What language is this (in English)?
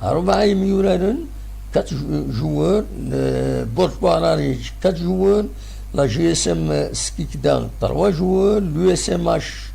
Kabyle